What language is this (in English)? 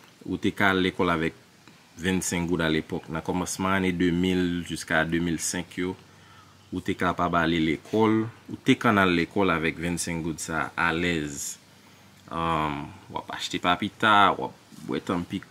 Haitian Creole